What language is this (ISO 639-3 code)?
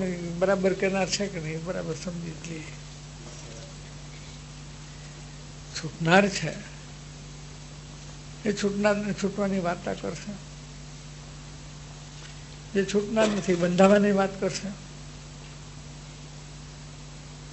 guj